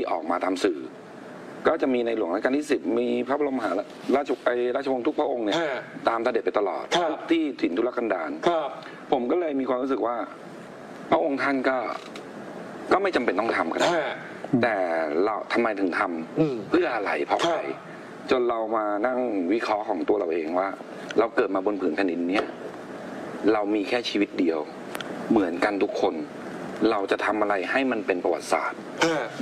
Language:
Thai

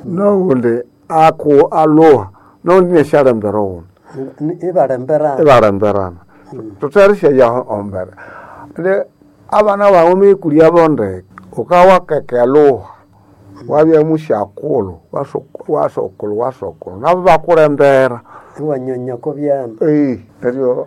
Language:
Nande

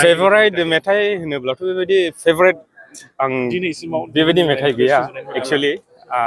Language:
Bodo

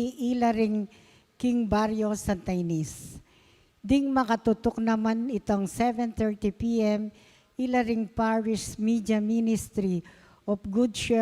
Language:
Pampanga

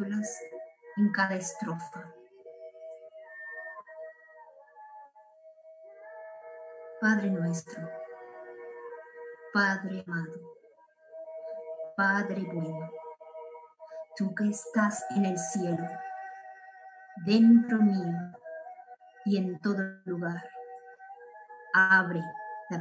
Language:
Spanish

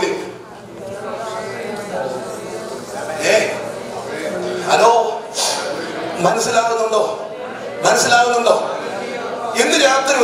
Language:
Malayalam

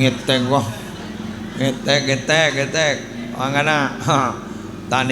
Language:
Madurese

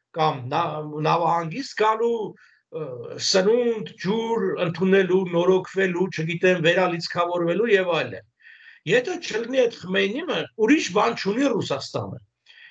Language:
Armenian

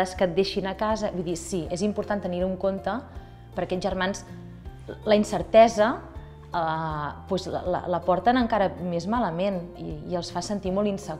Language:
Catalan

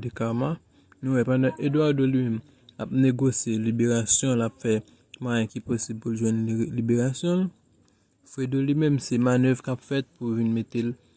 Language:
Haitian Creole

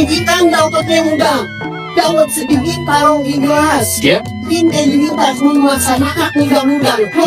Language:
Betawi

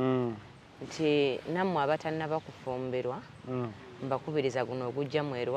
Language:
Ganda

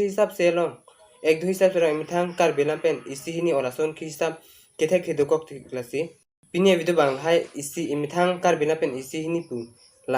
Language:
Karbi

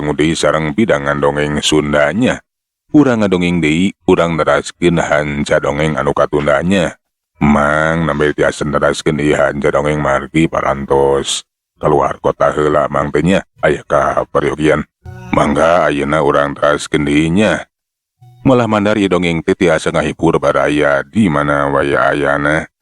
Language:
Sundanese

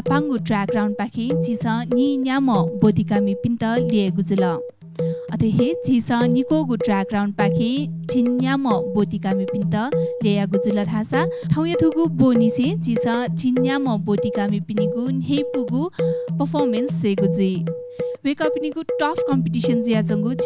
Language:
Newari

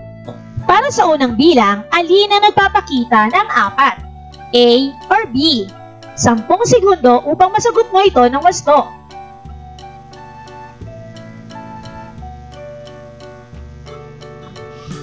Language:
Filipino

